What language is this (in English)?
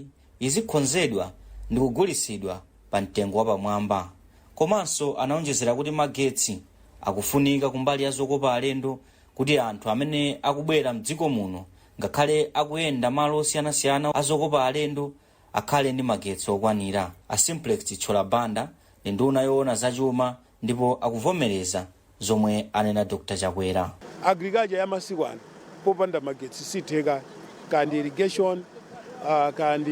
Nyanja